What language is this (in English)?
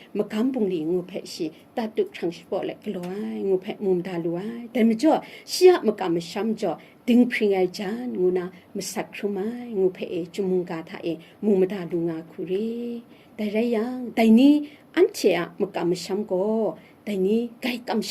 Kachin